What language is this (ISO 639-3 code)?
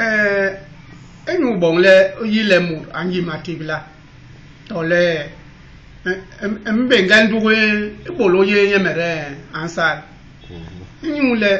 bas